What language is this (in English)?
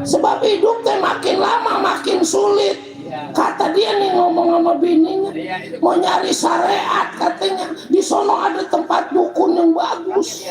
Betawi